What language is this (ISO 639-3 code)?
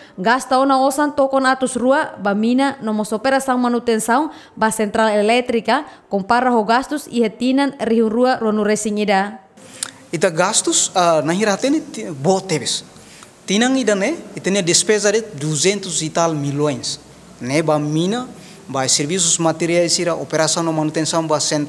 tet